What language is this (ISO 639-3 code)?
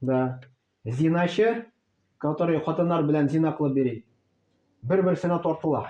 tat